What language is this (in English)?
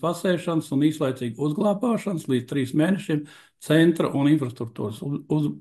Latvian